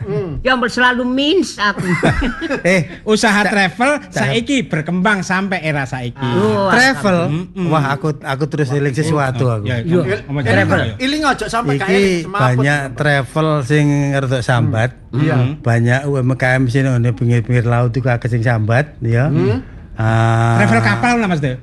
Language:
Javanese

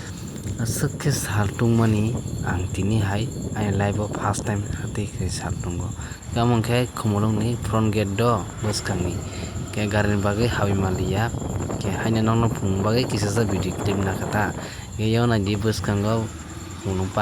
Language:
Kok Borok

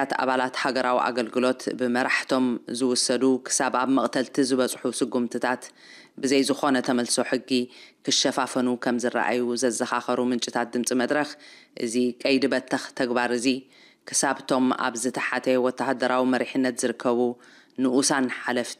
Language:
Tigrinya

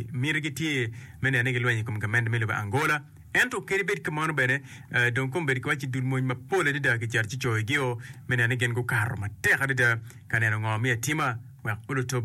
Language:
Acoli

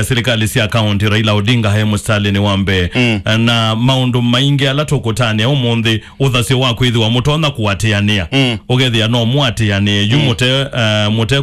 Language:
Kamba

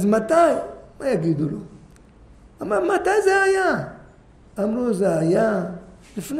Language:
Hebrew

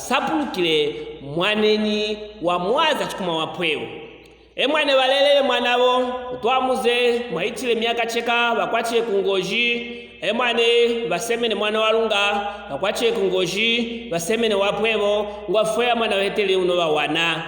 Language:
Luvale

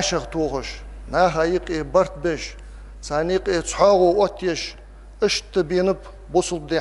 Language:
Ingush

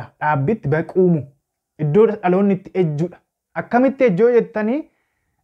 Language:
Oromo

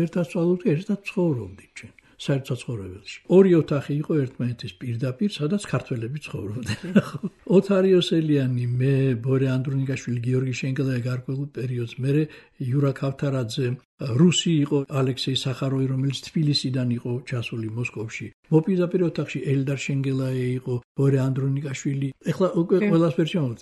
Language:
Georgian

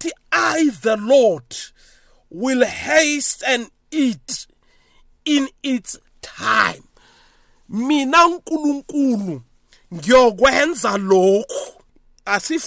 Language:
South Ndebele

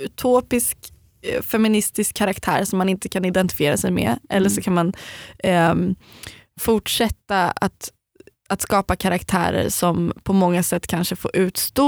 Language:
Swedish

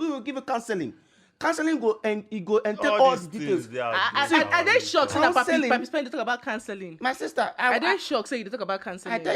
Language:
Nigerian Pidgin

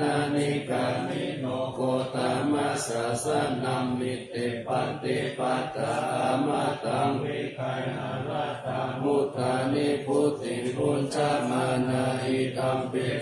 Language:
Pali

